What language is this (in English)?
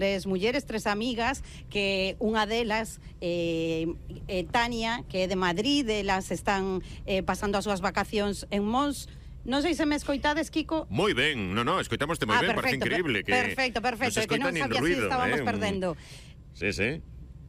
Galician